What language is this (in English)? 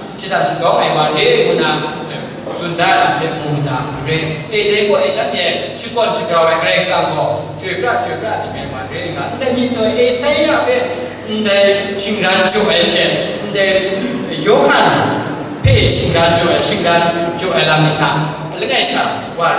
Kachin